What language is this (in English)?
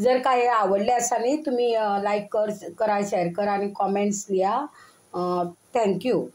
Konkani